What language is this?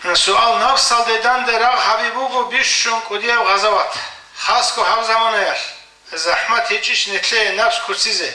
Avaric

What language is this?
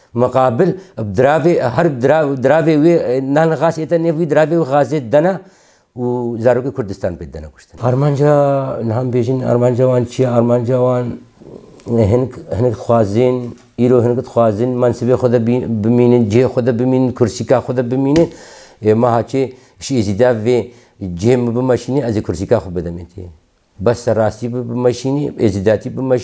Kurdish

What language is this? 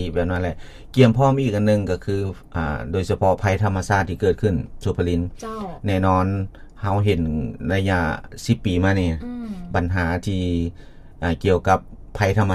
Lao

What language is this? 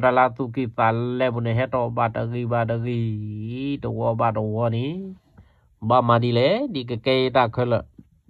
S'gaw Karen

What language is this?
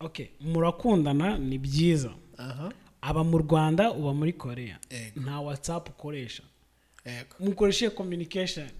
Kinyarwanda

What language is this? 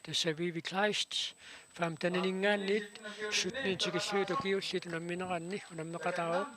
Kalaallisut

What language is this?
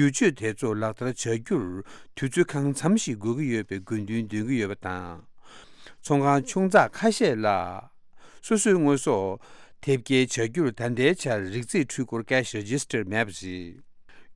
Tibetan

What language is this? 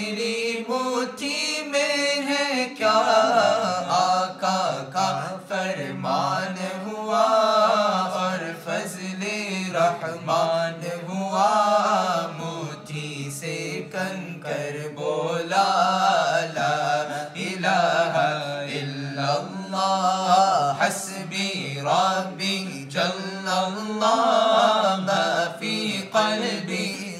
Urdu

